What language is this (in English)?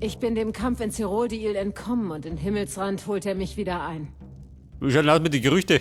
Bavarian